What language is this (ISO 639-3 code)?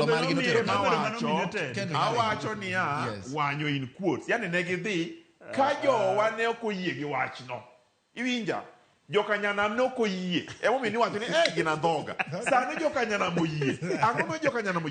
luo